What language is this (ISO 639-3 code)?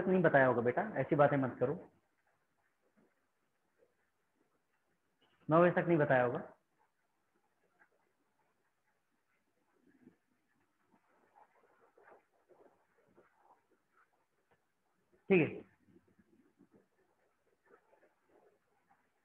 hin